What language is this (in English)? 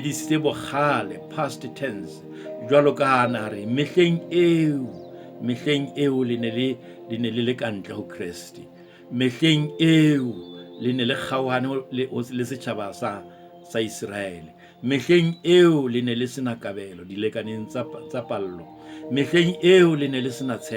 Southern Sotho